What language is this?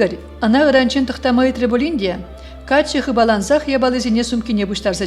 Chuvash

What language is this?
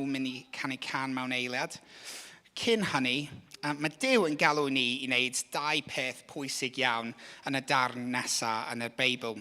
Welsh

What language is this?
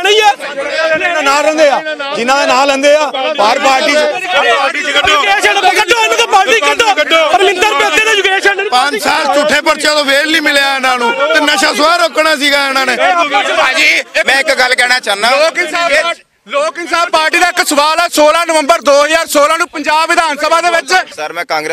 Punjabi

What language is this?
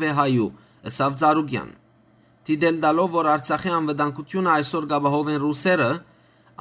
Western Armenian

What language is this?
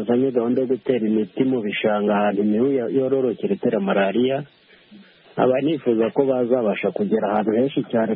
Kinyarwanda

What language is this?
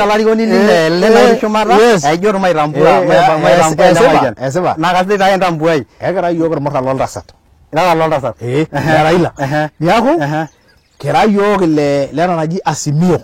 Masai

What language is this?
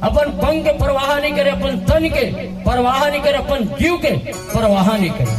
Chhattisgarhi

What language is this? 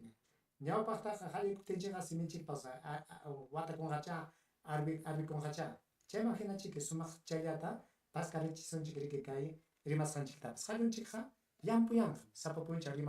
Ayacucho Quechua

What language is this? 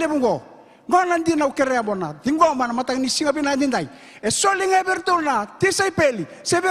Fijian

